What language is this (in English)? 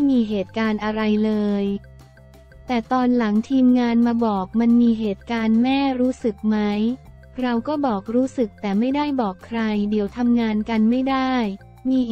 Thai